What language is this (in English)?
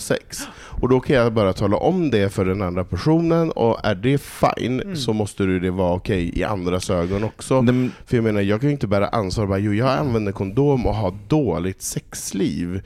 Swedish